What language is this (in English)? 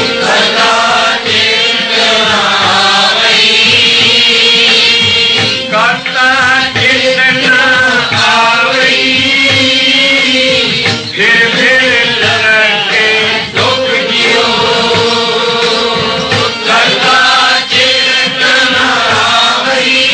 Punjabi